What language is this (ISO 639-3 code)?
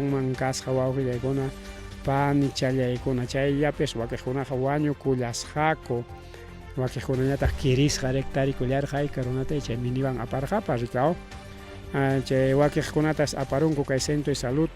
quy